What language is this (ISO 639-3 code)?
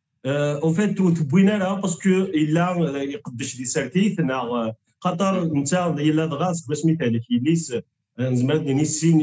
kab